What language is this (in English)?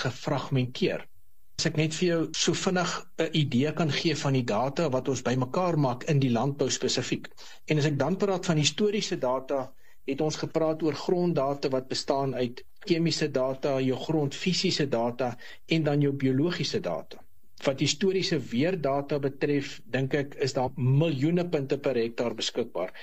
Afrikaans